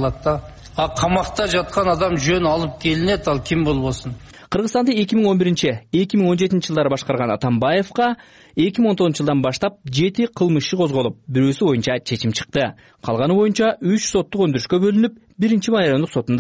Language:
Kyrgyz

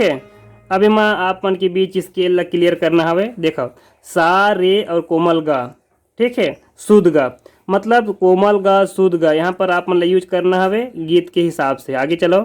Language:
Chhattisgarhi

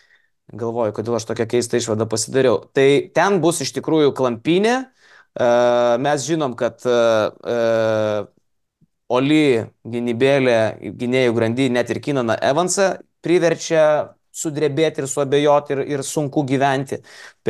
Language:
Lithuanian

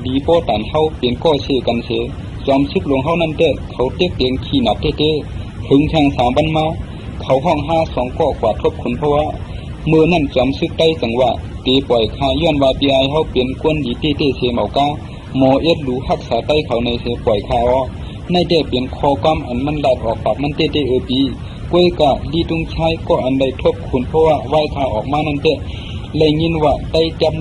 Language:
Shan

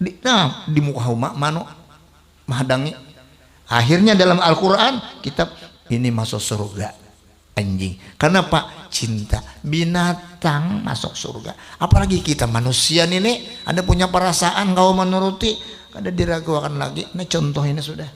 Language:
Banjar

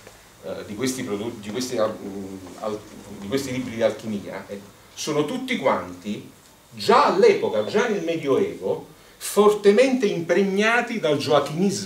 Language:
Italian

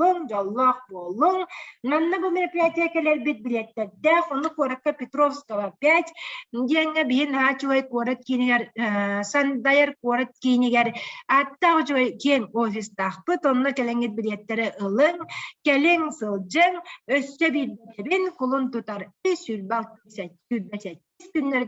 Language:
Yakut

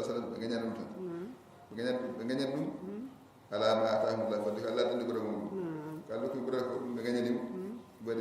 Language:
Fula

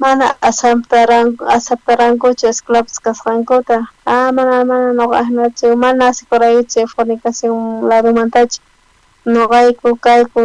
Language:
South Bolivian Quechua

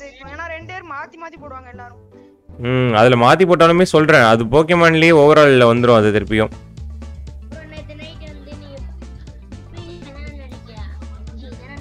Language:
Tamil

